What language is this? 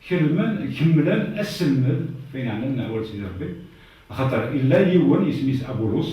Kabyle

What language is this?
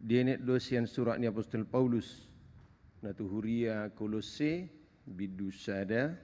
Batak Toba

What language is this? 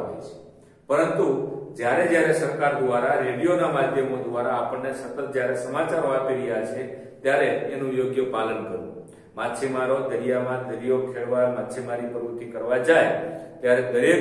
Gujarati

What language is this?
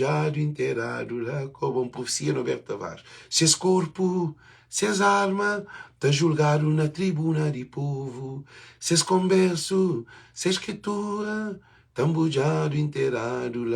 Kabuverdianu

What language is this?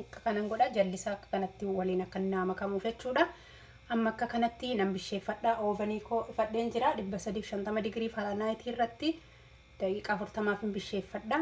Oromo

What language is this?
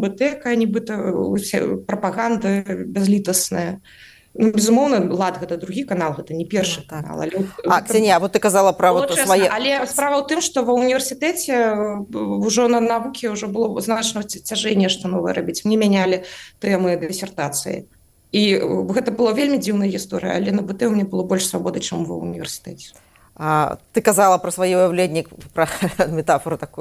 Belarusian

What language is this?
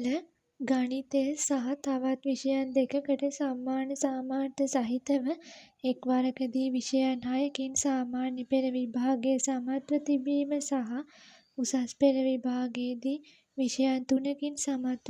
Sinhala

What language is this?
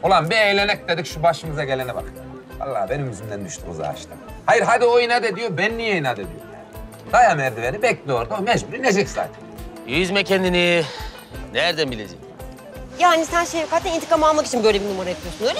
Turkish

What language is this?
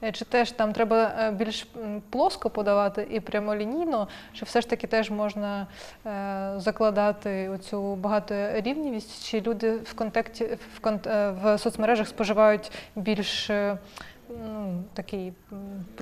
Ukrainian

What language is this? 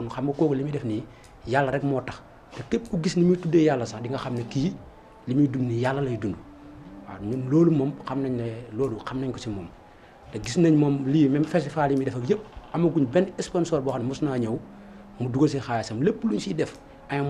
Wolof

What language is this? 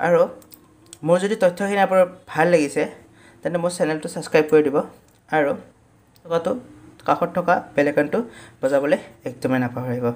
Assamese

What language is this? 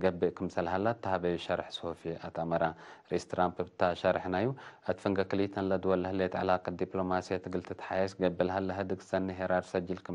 Tigre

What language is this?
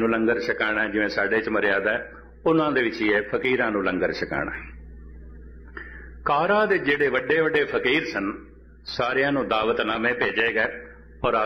Punjabi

